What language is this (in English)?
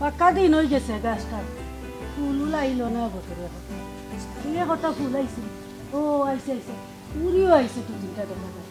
Sylheti